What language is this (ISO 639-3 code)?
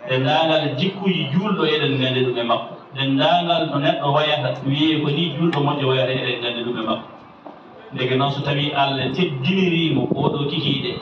ful